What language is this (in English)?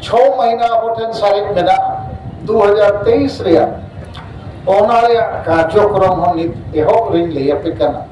Santali